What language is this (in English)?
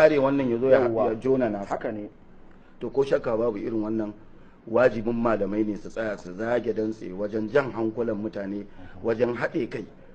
Hausa